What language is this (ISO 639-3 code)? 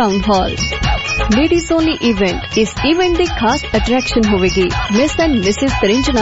pan